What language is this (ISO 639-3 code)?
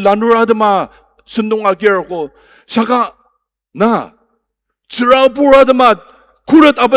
njo